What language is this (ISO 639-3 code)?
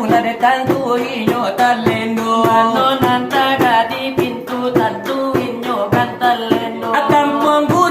min